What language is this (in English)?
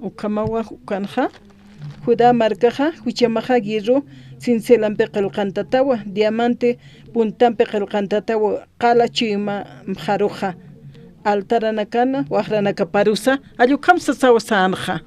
Aymara